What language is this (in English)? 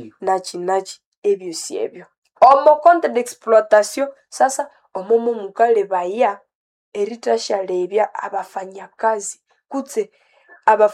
Nande